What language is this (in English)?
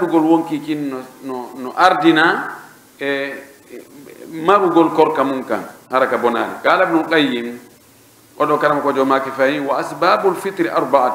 Pular